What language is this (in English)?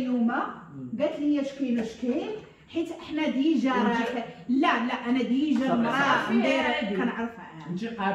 Moroccan Arabic